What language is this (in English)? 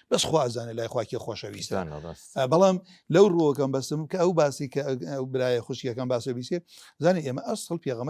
Central Kurdish